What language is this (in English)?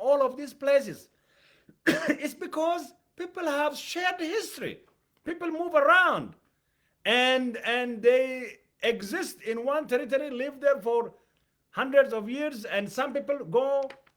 English